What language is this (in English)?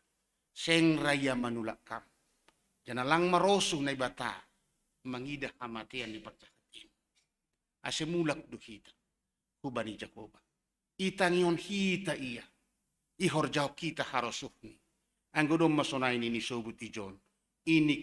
Batak Simalungun